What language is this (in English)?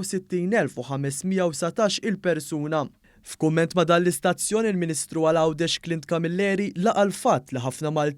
Maltese